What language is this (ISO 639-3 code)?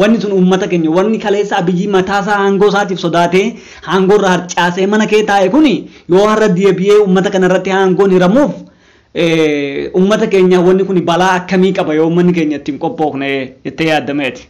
orm